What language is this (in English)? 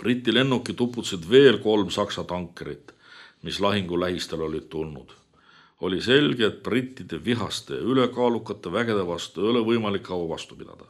Estonian